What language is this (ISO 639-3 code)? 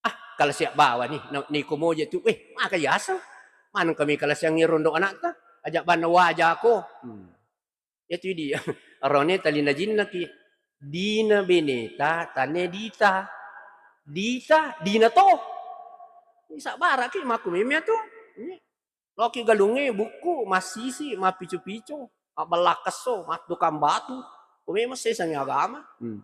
bug